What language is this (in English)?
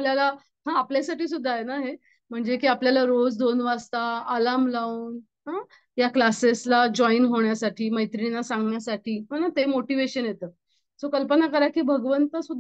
Marathi